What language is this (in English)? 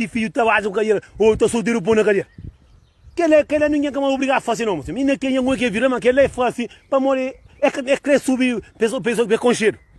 Kabuverdianu